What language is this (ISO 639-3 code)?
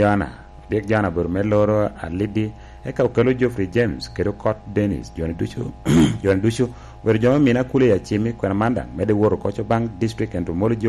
laj